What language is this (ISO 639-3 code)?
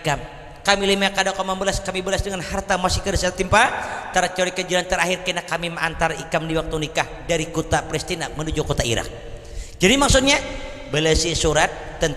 bjn